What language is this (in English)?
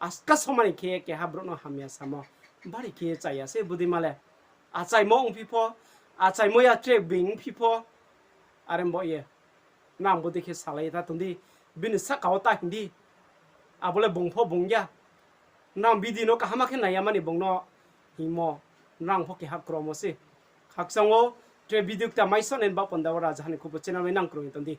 Riang (India)